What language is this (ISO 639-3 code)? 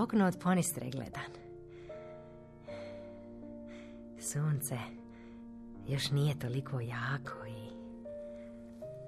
hrv